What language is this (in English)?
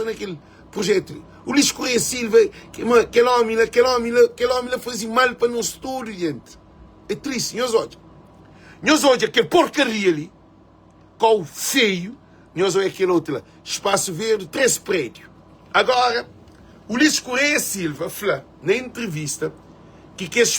Kabuverdianu